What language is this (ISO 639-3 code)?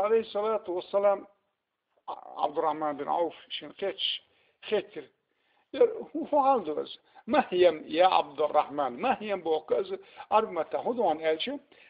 che